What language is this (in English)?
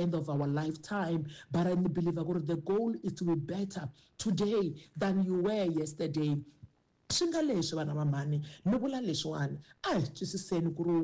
Tsonga